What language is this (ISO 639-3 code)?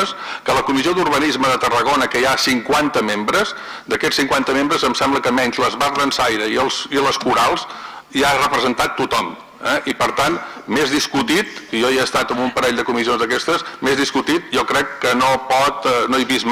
cat